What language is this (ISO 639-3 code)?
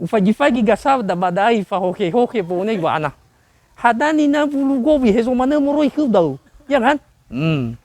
nia